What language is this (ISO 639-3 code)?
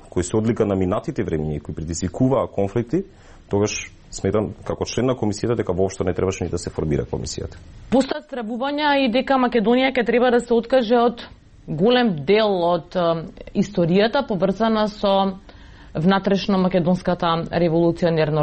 mkd